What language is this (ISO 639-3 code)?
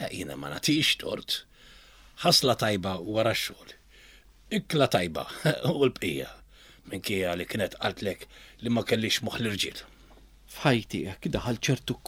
mlt